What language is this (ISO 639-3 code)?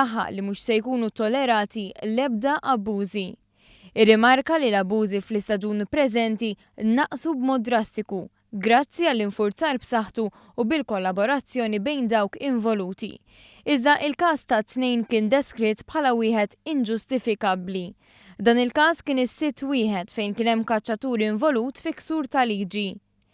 mlt